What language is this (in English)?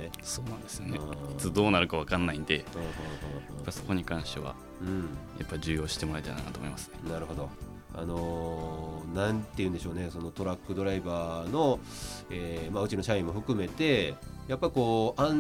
Japanese